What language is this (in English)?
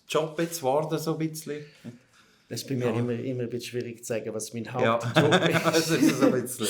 Swiss German